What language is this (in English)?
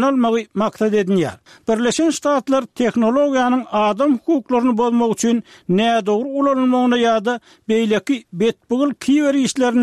Turkmen